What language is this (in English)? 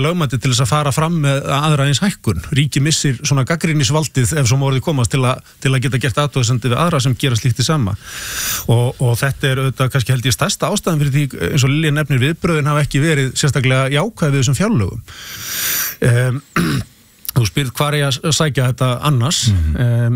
Icelandic